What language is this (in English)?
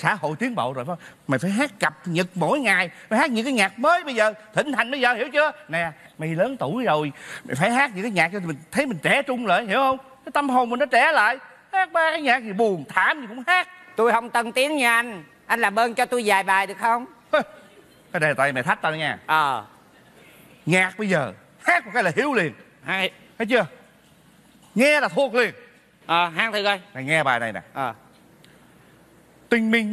Vietnamese